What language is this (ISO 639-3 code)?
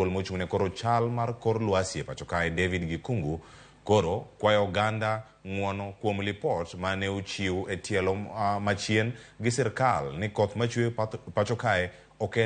luo